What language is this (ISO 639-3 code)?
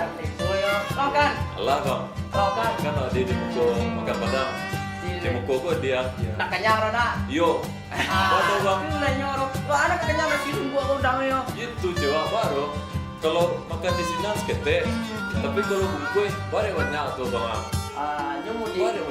min